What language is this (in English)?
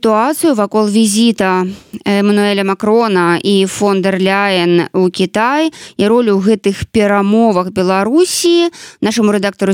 Belarusian